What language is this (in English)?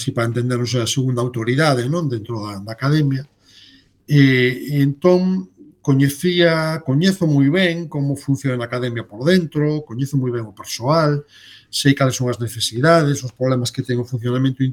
Galician